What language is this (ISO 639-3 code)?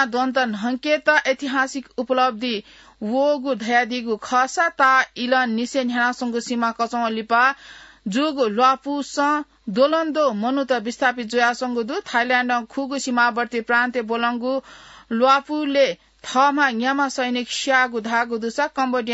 new